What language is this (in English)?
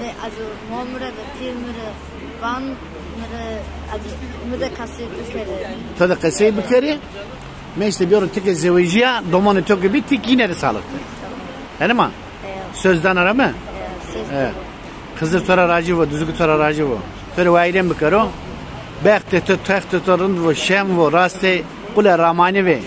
Zaza